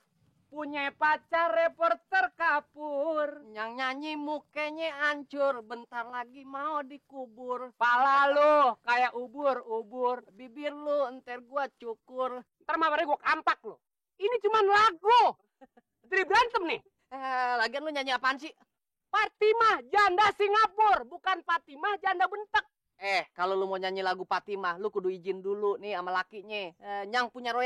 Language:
Betawi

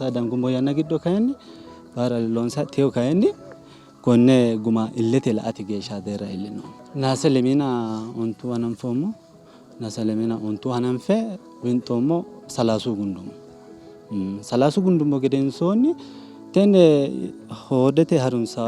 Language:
Sidamo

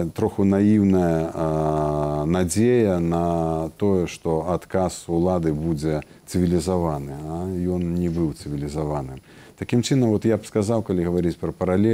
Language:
Belarusian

